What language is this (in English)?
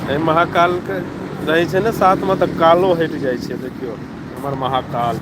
Maithili